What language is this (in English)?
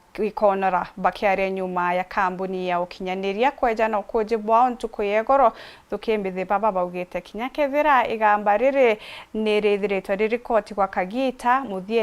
Meru